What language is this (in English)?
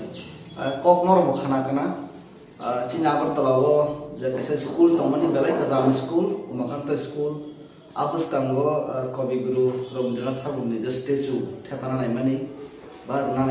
Kok Borok